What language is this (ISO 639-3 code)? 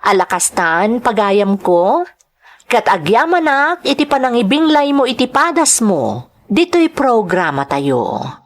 ilo